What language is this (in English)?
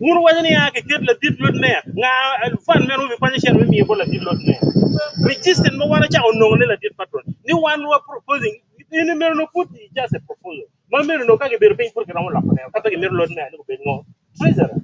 Acoli